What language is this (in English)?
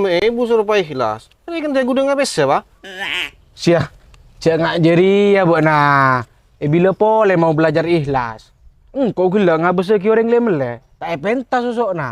Madurese